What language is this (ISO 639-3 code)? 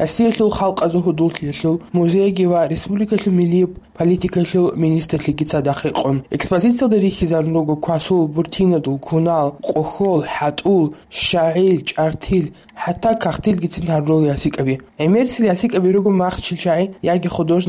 ava